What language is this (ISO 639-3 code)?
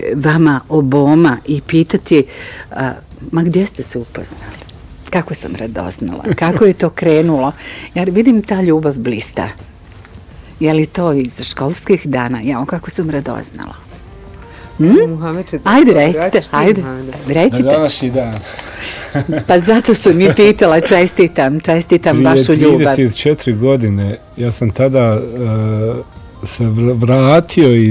bos